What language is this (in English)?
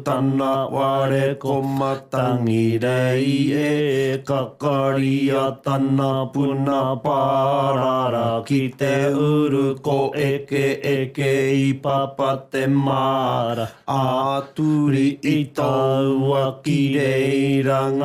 Māori